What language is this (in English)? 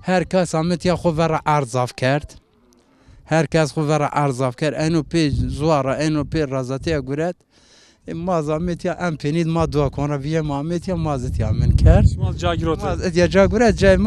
Zaza